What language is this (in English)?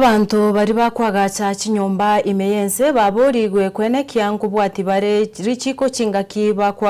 Gusii